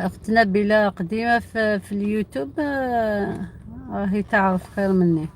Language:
Algerian Arabic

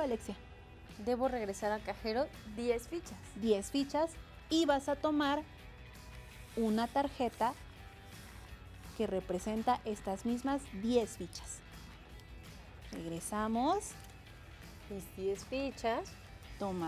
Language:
Spanish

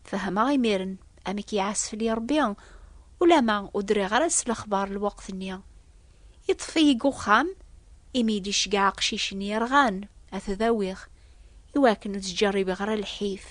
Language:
Kabyle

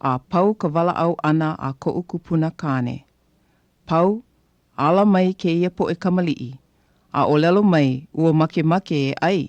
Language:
Hawaiian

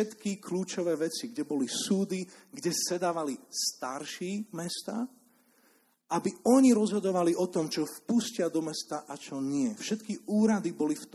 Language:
Slovak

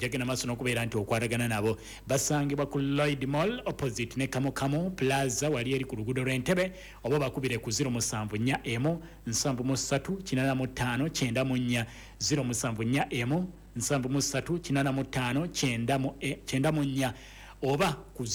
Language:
Ganda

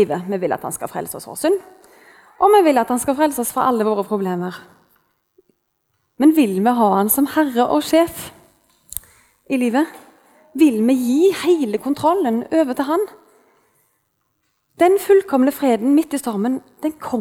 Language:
Norwegian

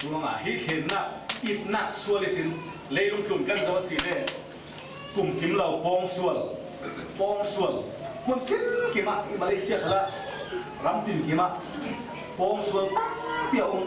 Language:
Falam Chin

